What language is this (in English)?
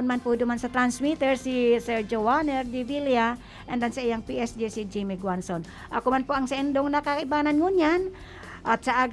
Bikol